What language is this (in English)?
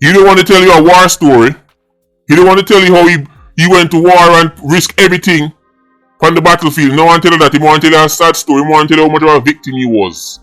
Jamaican Creole English